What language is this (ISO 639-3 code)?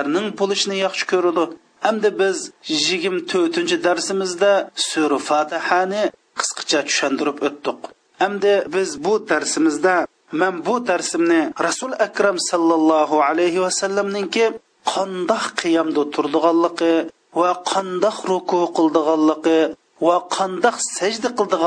uig